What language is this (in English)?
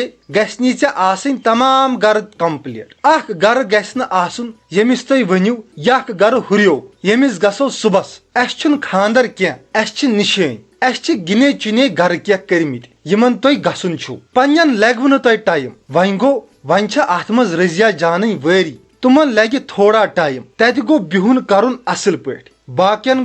Kashmiri